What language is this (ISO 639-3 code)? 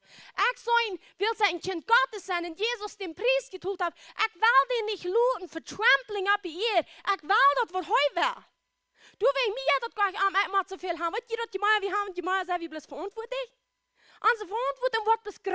pdt